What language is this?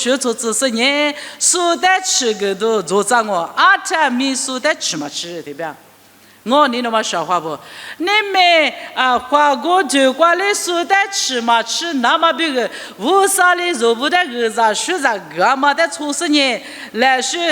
Lisu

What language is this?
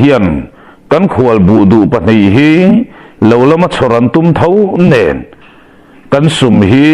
Mizo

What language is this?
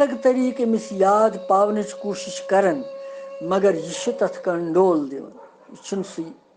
Kashmiri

